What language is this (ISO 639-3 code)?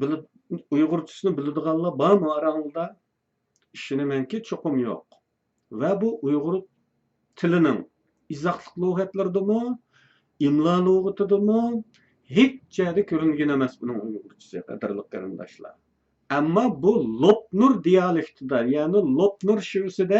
uig